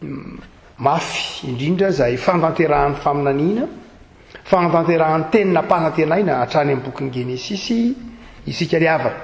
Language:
Malagasy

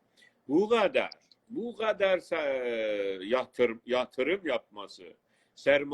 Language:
South Azerbaijani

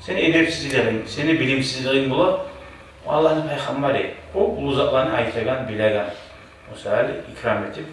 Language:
Kumyk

